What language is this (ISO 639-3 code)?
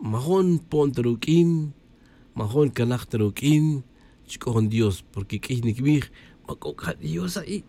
tzj